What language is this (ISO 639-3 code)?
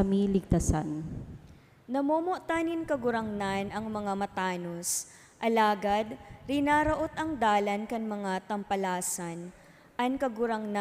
bik